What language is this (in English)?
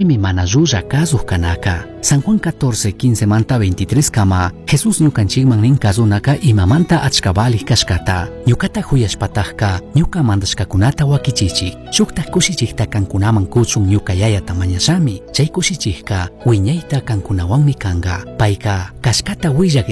Chimborazo Highland Quichua